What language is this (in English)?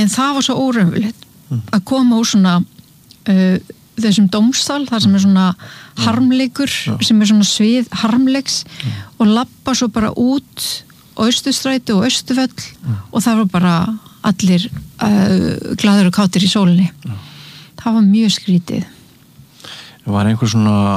Icelandic